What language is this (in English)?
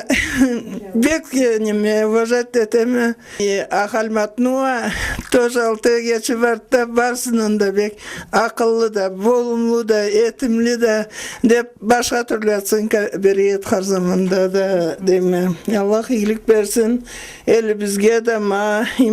Karachay-Balkar